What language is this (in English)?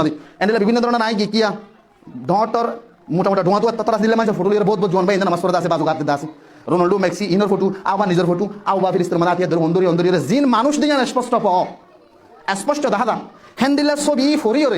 Rohingya